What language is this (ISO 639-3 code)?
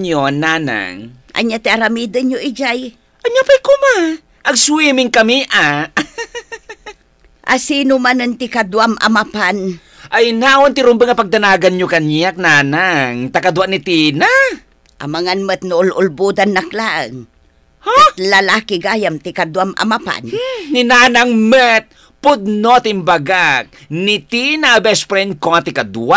ilo